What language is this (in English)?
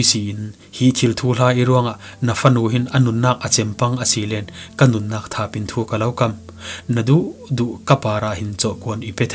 Falam Chin